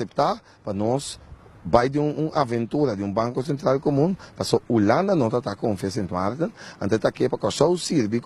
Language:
Papiamento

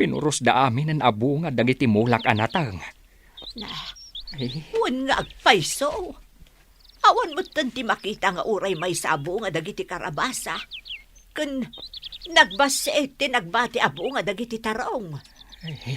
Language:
Iloko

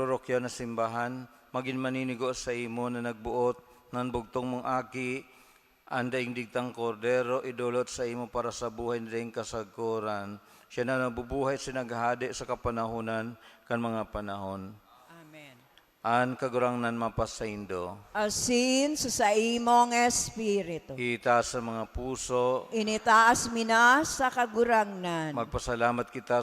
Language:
Bikol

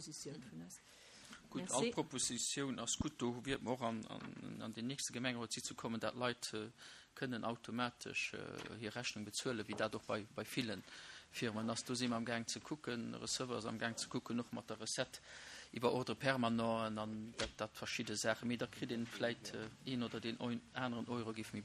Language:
Luxembourgish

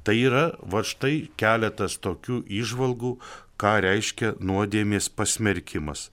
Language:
Lithuanian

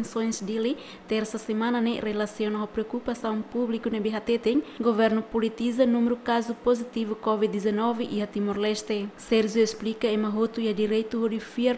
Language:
Tetum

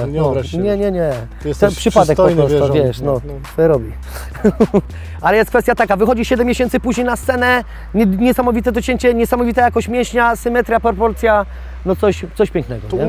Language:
Polish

